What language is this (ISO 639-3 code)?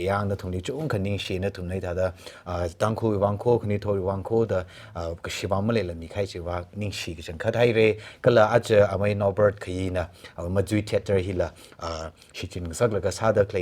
nmf